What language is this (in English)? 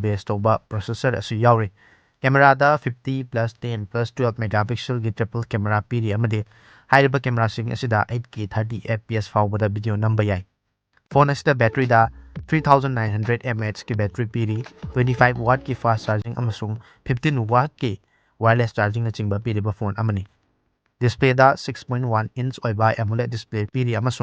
Manipuri